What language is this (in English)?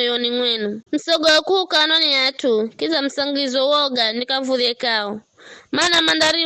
Giryama